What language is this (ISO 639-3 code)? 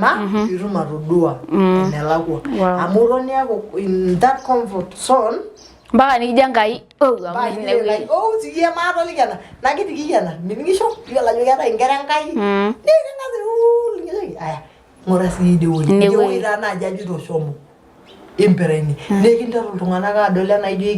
mas